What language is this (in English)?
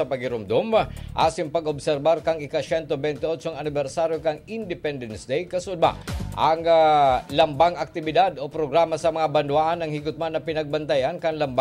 Bikol